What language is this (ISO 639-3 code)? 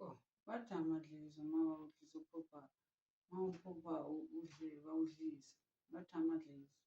zul